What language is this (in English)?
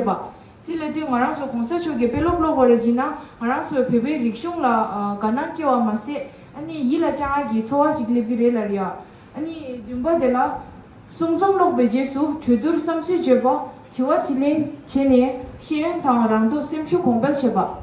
Tibetan